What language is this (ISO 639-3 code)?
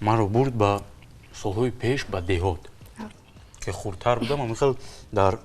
tgk